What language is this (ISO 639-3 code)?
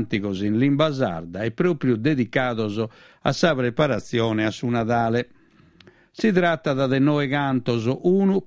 srd